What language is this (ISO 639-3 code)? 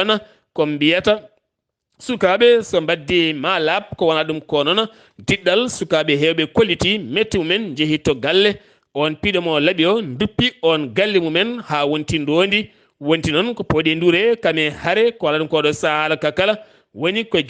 ful